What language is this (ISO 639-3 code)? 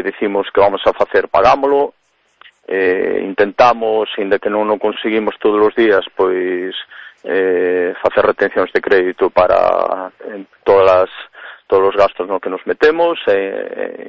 glg